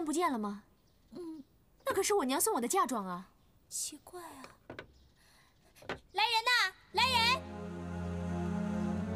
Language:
Chinese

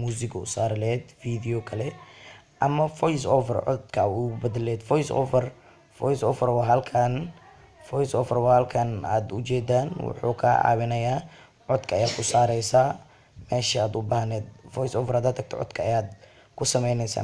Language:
Somali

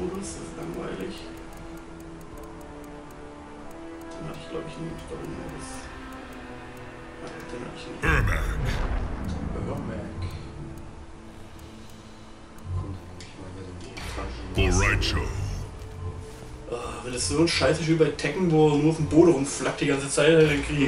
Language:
German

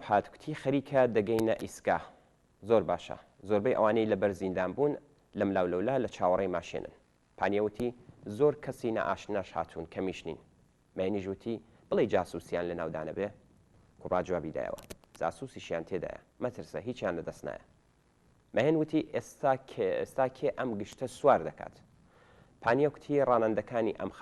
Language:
Central Kurdish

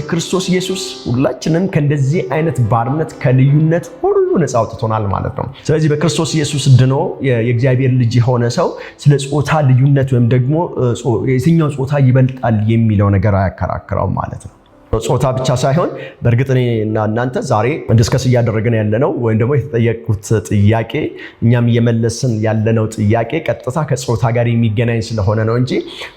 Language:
Amharic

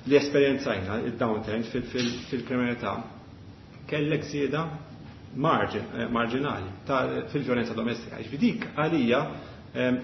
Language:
Maltese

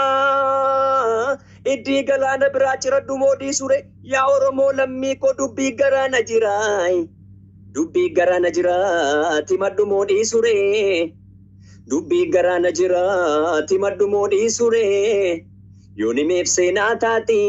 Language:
Oromo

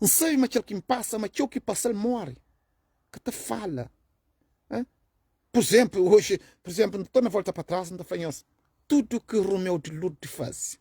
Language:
Kabuverdianu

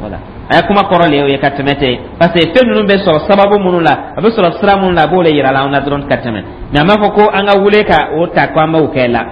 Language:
Dyula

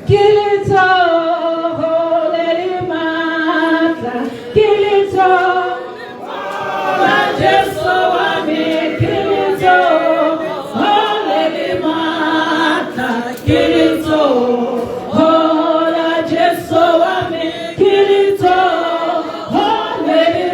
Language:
Tswana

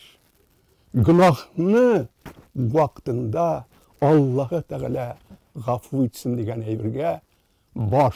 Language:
Tatar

